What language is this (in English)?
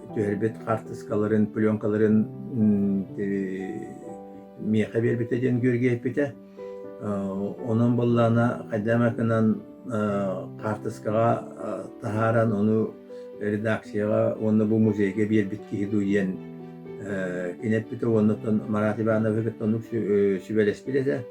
Yakut